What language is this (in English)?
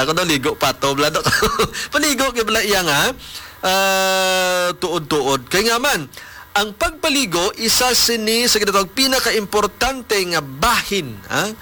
Hiligaynon